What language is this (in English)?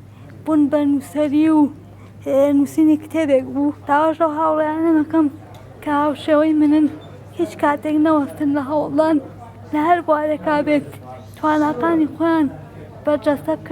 Central Kurdish